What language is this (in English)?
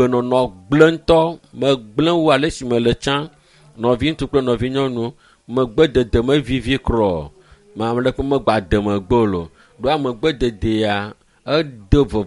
Ewe